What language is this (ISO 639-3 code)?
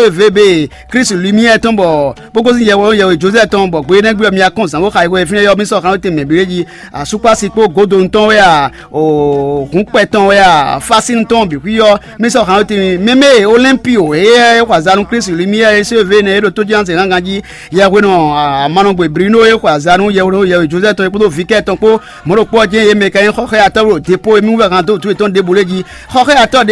fon